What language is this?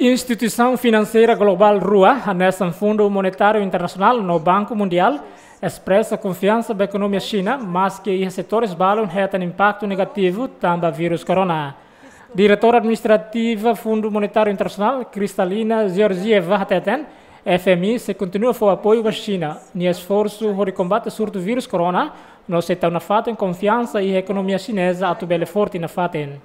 Tetum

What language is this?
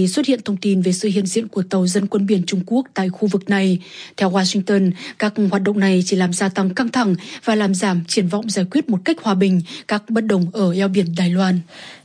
Vietnamese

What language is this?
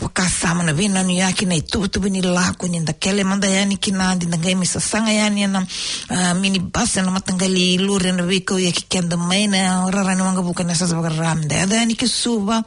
Fijian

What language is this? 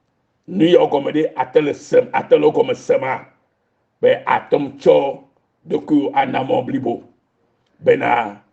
Ewe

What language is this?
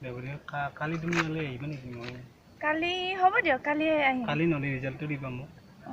Assamese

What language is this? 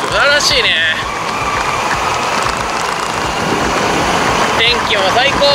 Japanese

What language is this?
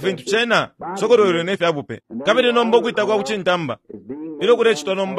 Bemba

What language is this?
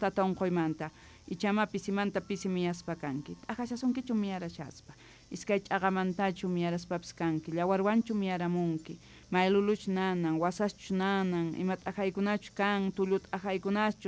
South Bolivian Quechua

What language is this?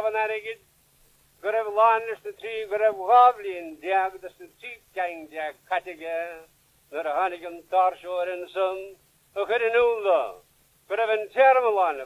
Irish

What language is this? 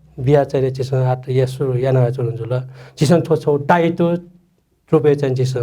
Newari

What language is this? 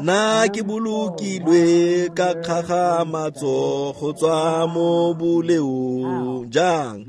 Tswana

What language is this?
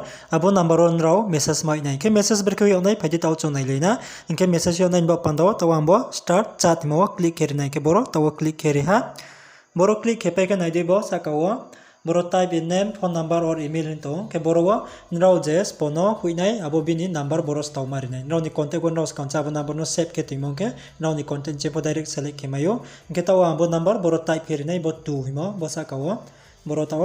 Riang (India)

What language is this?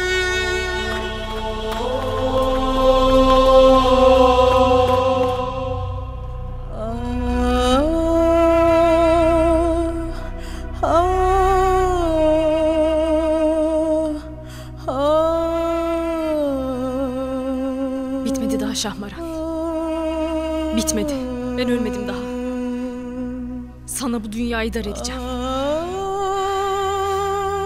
Turkish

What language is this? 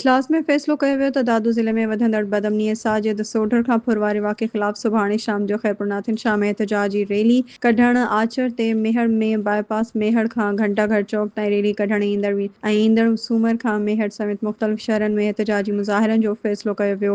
Sindhi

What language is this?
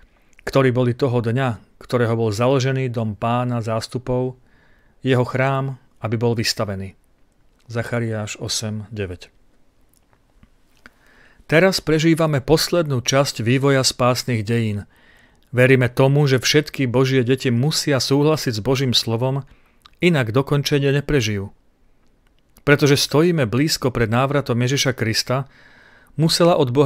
Slovak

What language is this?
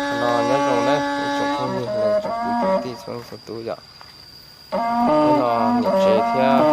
Hmong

